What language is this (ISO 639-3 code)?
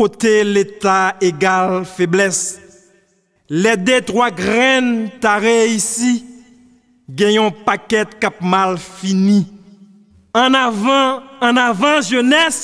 hat